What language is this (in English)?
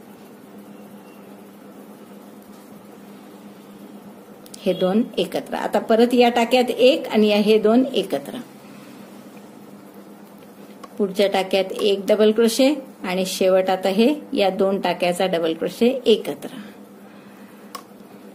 Marathi